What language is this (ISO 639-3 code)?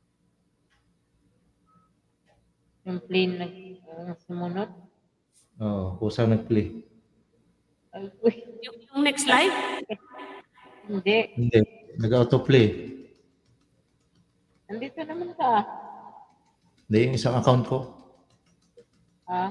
fil